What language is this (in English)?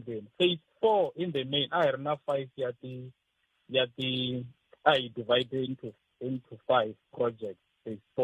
Tsonga